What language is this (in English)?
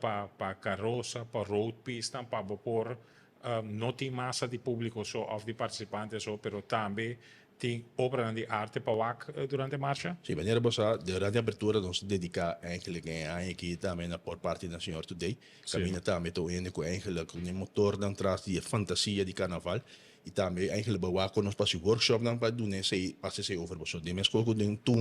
Papiamento